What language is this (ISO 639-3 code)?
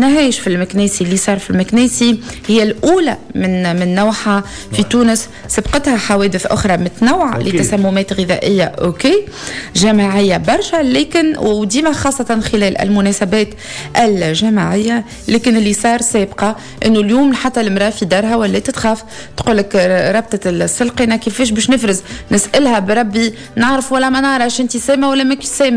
aeb